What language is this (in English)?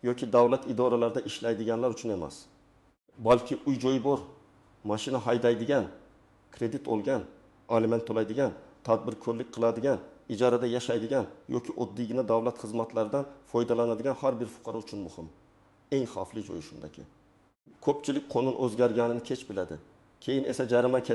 Uzbek